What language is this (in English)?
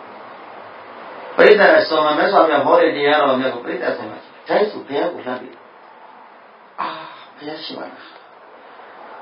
Burmese